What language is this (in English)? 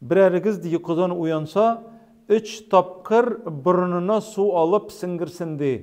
Tatar